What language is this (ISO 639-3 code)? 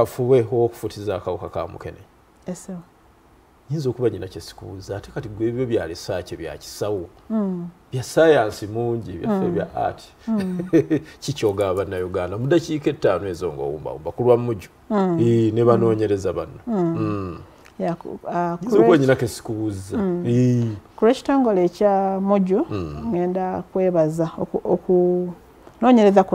lug